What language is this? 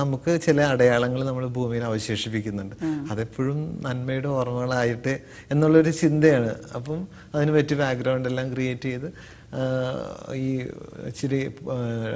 Malayalam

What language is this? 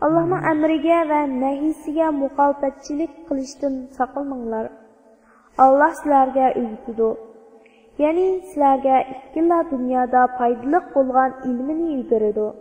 Uyghur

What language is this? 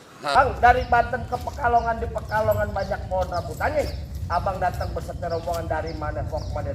Betawi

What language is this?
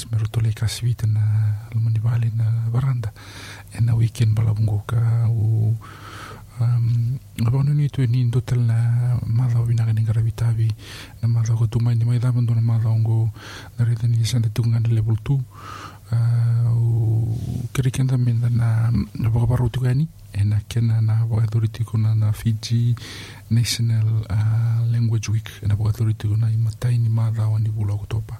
Fijian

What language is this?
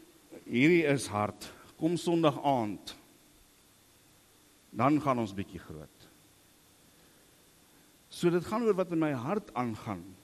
Afrikaans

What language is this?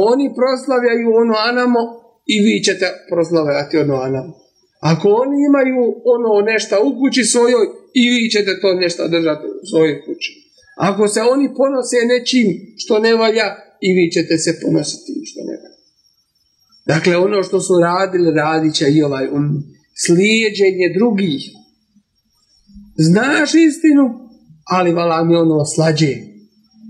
Bosnian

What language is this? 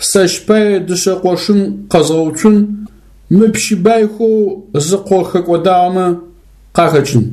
Adyghe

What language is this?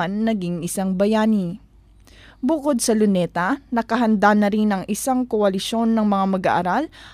Filipino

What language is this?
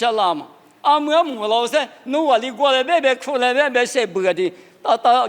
Lisu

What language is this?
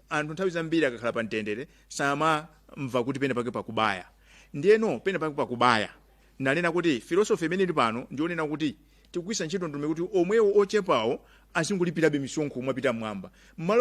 Nyanja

